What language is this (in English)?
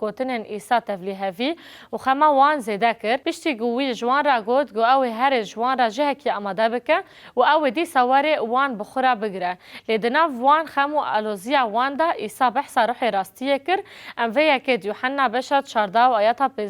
Kurdish